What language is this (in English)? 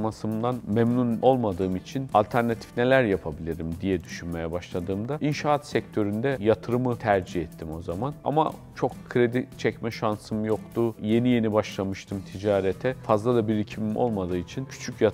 Turkish